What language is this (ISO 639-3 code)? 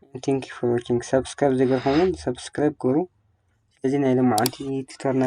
tir